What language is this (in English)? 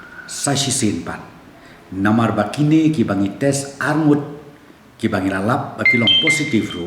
Khasi